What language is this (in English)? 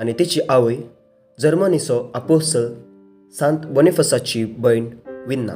Konkani